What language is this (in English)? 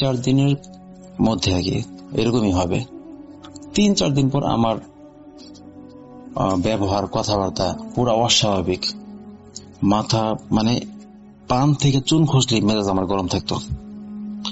Bangla